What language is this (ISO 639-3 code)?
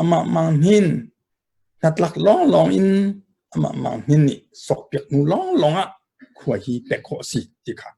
cnh